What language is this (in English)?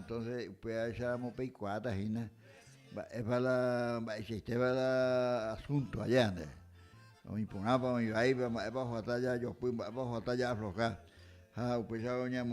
Guarani